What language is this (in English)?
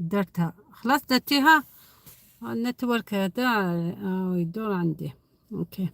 Algerian Arabic